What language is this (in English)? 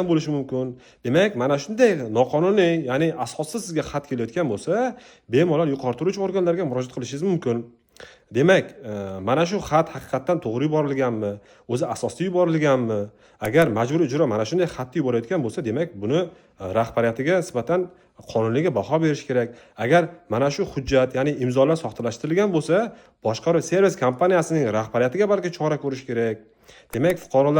Uzbek